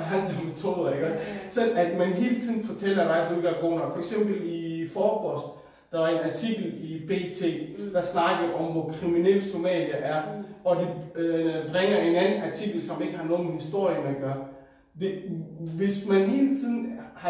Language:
Danish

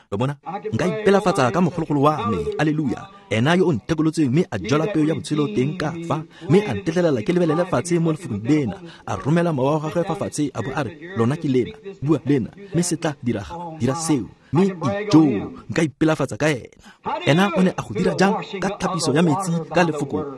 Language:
Tswana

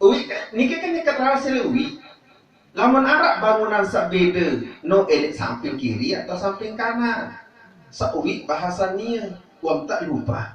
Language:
Sasak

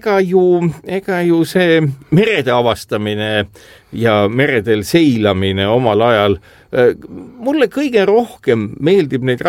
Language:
Estonian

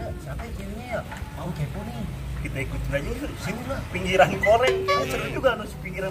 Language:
Betawi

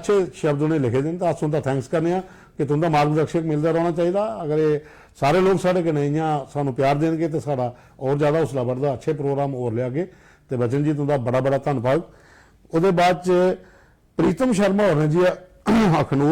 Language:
Dogri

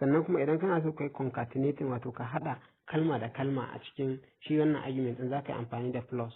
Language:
Hausa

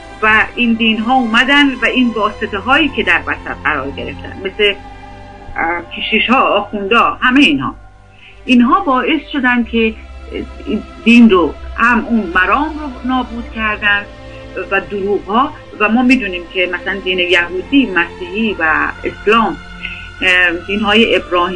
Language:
Persian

